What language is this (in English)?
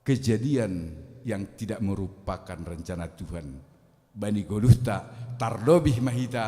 Batak Simalungun